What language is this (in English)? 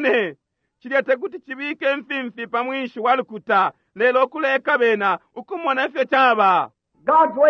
Bemba